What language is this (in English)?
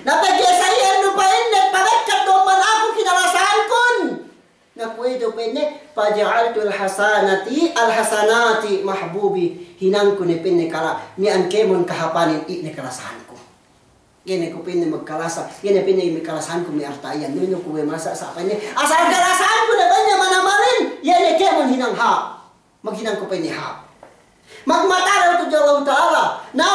Yakan